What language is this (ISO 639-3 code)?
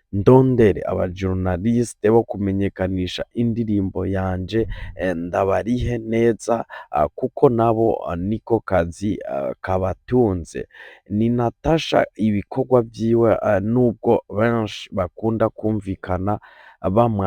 run